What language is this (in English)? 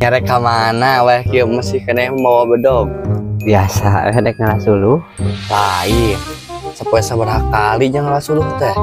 Sundanese